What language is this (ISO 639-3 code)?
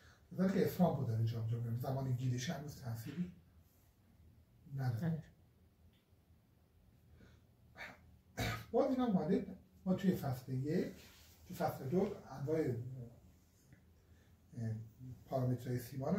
fas